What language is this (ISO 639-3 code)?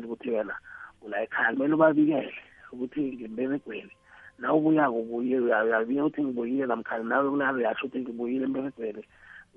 nbl